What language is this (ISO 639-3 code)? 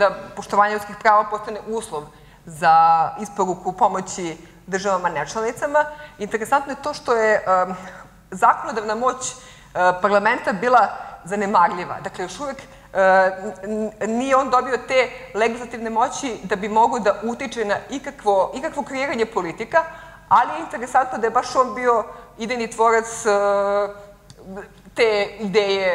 srp